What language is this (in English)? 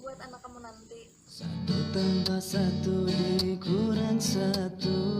Banjar